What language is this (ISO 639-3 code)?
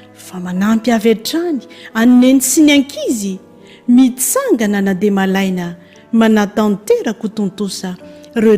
mlg